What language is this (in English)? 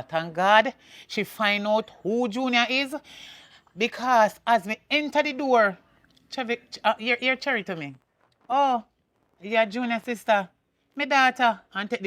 Jamaican Creole English